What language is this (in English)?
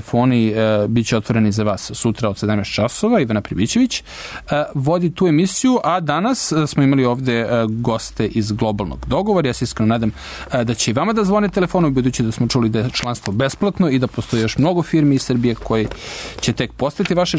Serbian